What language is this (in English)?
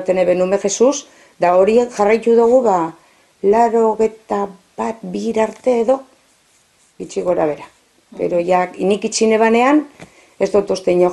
Basque